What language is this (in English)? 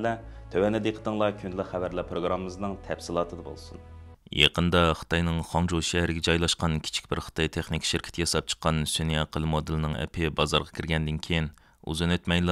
Uyghur